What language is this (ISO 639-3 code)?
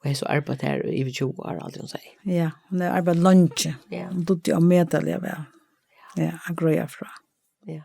fao